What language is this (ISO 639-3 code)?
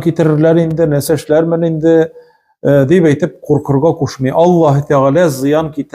tat